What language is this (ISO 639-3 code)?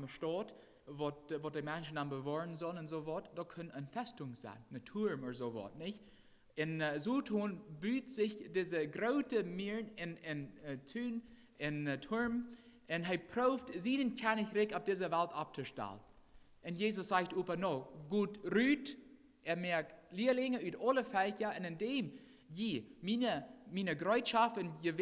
pdt